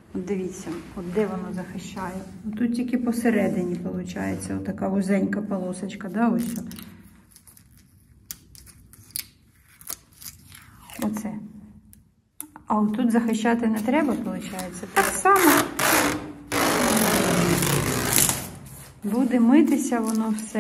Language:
Ukrainian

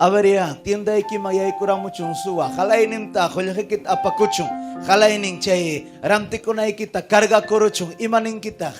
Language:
Ayacucho Quechua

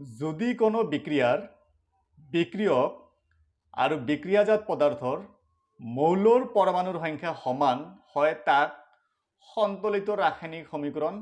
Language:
Assamese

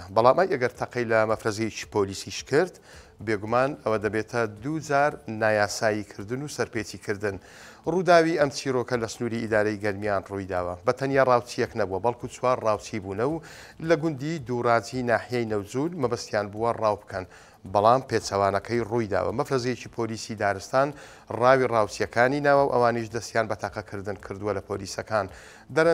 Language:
Central Kurdish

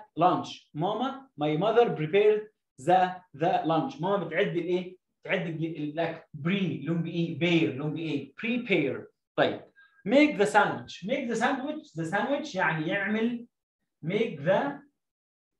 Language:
Egyptian Arabic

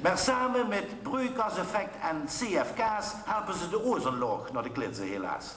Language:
Limburgish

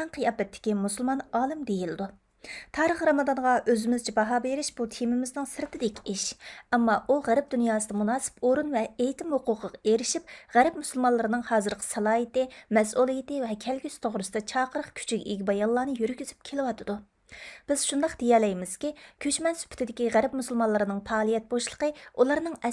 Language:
Uyghur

